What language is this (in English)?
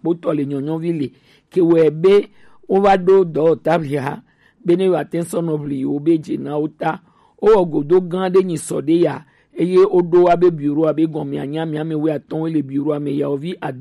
Gen